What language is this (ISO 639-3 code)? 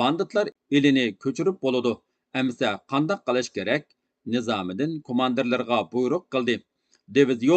uig